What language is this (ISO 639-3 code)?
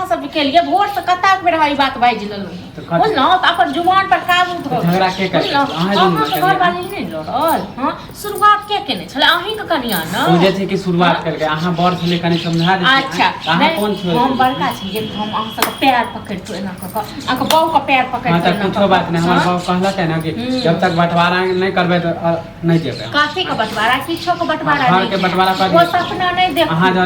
mai